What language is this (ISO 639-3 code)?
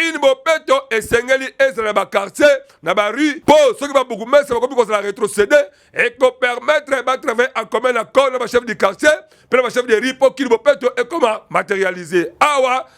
lin